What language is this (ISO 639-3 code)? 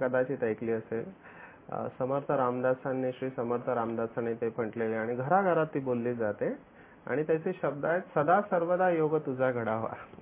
mar